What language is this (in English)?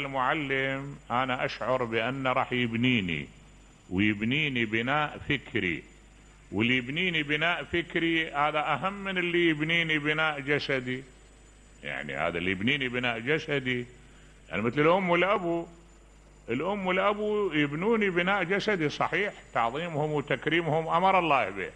Mesopotamian Arabic